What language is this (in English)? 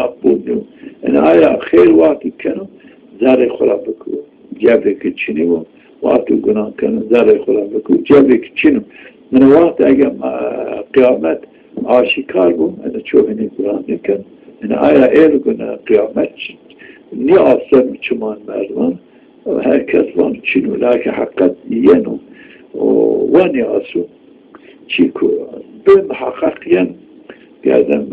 Zaza